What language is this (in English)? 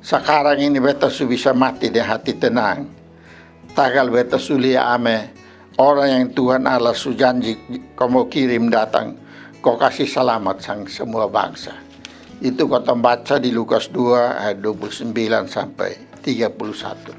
Kupang Malay